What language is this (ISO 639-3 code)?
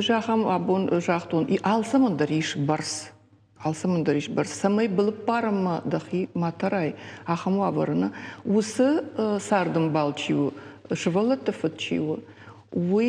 oss